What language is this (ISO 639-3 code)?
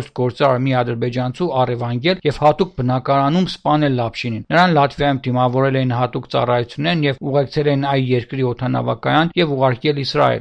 hye